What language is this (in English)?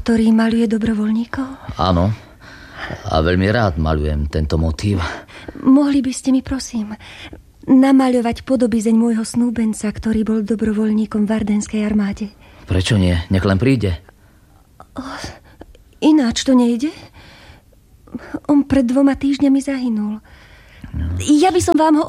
Slovak